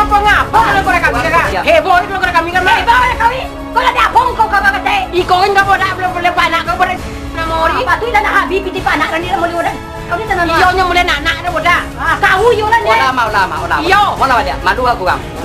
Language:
Minangkabau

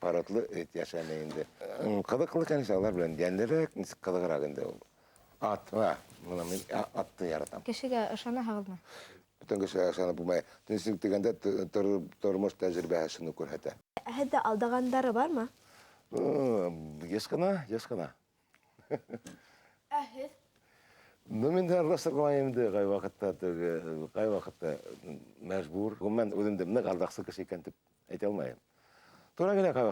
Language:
Bashkir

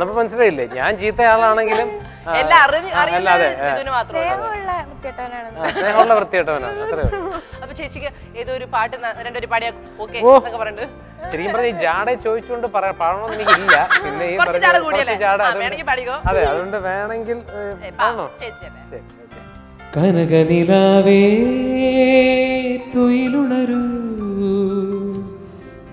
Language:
Malayalam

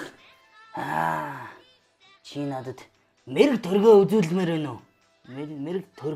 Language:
Mongolian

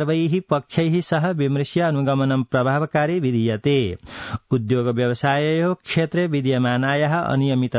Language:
Sanskrit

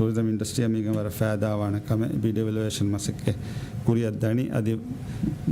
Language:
Divehi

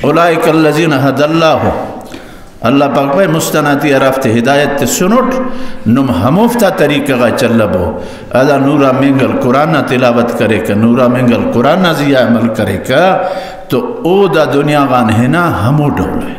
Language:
Brahui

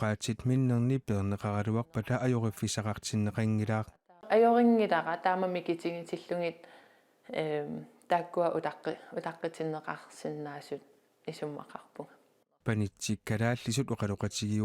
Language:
Kalaallisut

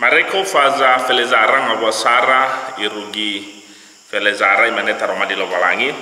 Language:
Nias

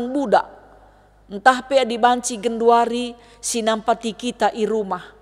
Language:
Batak Karo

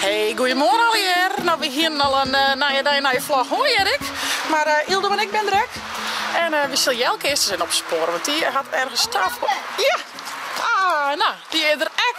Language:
Western Frisian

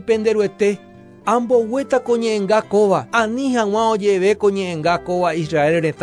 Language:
Guarani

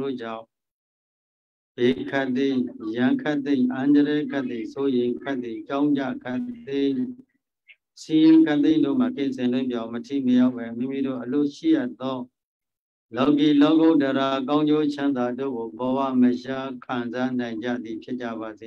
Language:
Burmese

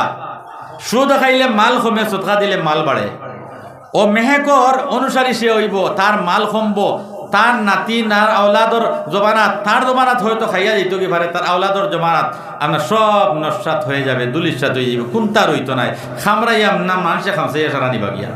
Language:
Sylheti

